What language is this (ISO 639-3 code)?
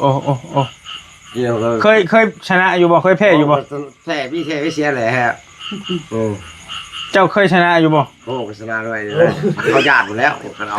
tts